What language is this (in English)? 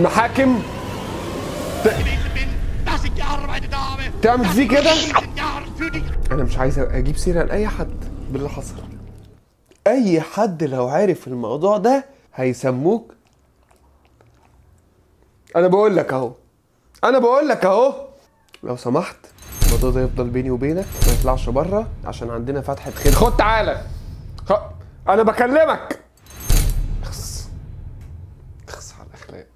Egyptian Arabic